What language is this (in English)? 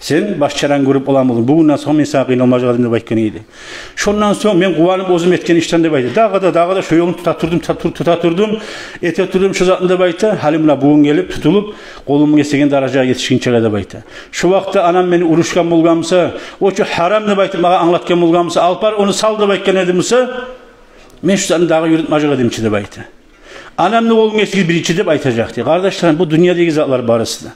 Kumyk